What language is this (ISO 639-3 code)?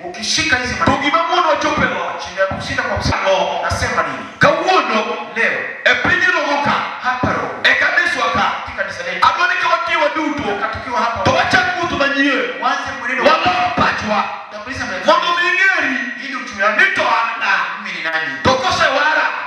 luo